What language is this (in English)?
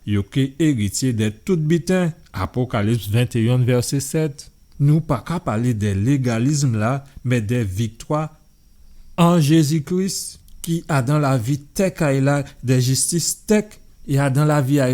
Guadeloupean Creole French